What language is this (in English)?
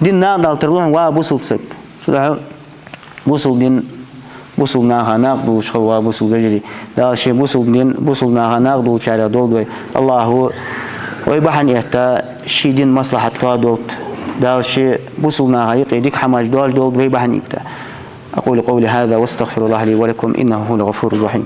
Ingush